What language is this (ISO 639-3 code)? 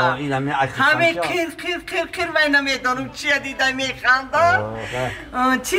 fas